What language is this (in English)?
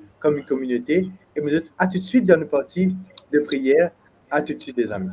Morisyen